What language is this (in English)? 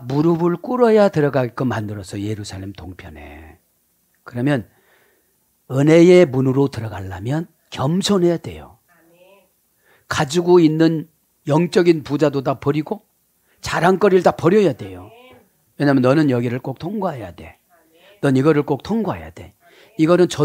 Korean